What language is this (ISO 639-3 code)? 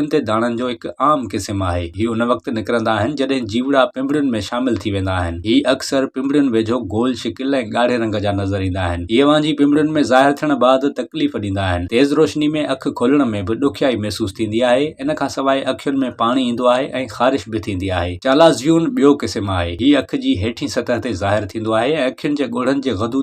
snd